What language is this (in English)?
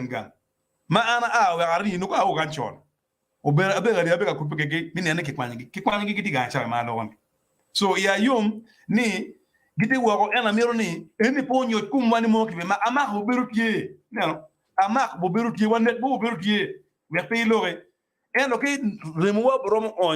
Acoli